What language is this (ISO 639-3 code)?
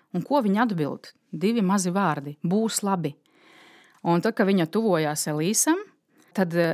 lav